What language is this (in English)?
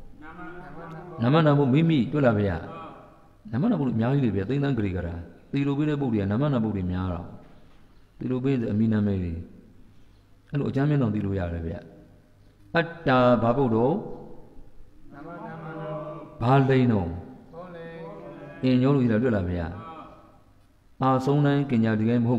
Burmese